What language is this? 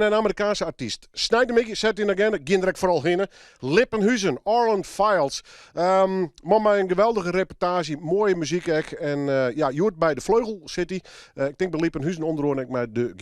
Western Frisian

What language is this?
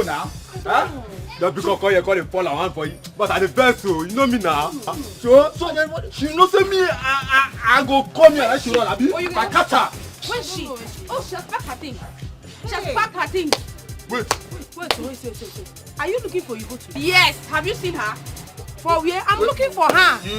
Nigerian Pidgin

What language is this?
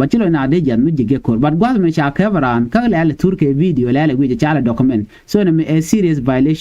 Nuer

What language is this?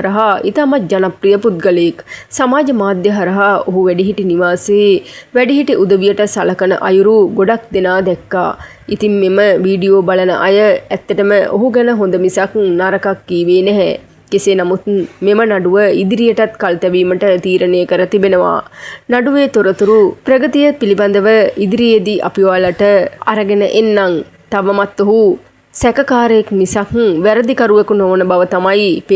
Sinhala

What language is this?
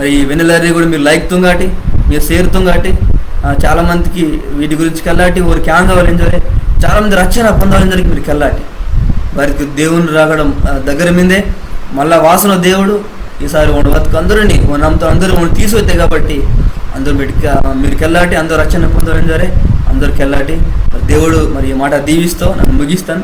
Koya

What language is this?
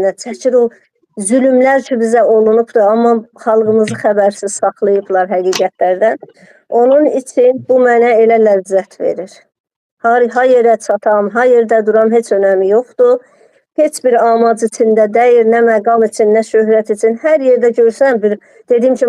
Azerbaijani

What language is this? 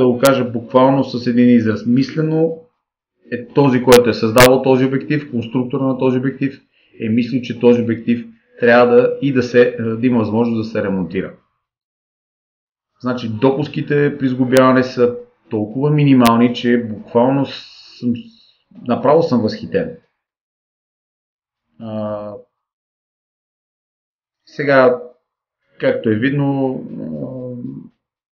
Bulgarian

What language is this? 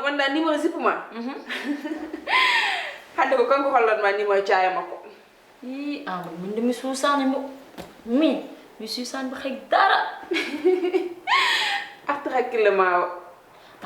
Fula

